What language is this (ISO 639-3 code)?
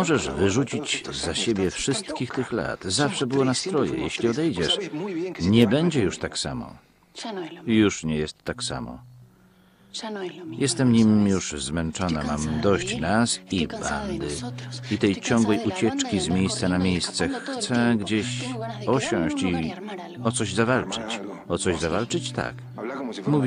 pol